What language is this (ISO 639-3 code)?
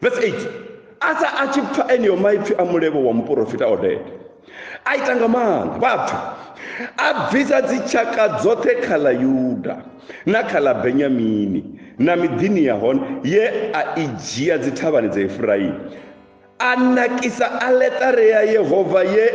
ven